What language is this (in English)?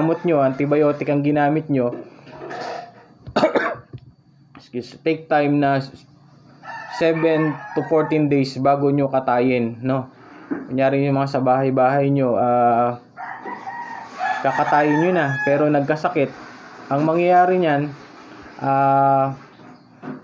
Filipino